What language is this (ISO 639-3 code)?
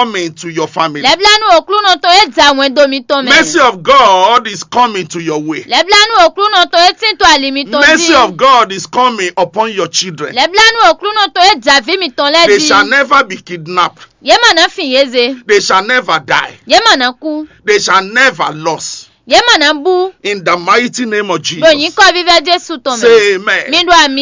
fon